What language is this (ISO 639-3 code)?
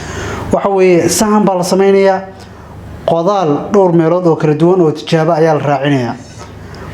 som